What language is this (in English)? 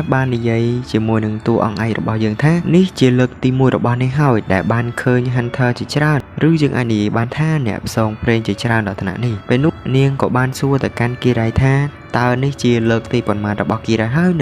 Khmer